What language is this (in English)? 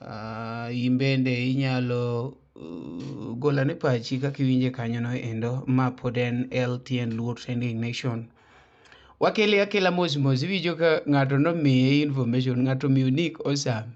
Luo (Kenya and Tanzania)